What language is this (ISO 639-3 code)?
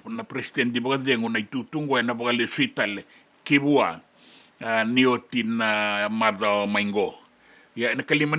fij